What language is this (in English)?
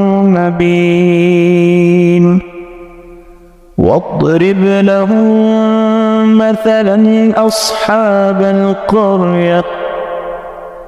Arabic